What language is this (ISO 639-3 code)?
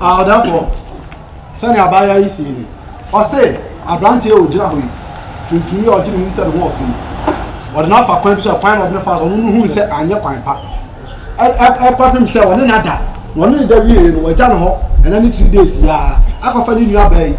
aka